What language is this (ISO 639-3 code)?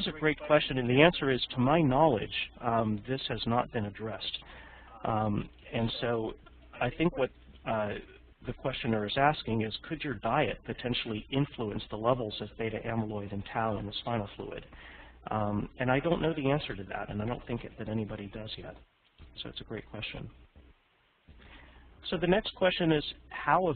eng